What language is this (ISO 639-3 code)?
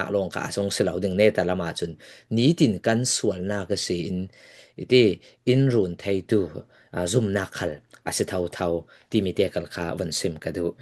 cfm